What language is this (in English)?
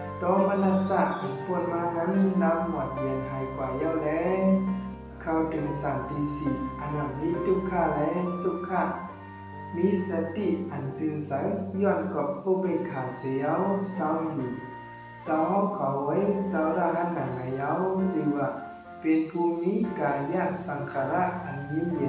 Shan